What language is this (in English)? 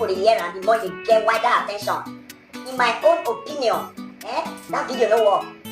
Nigerian Pidgin